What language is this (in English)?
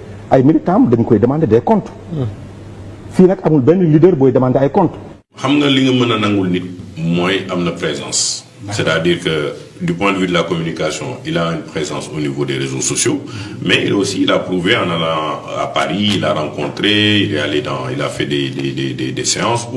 Wolof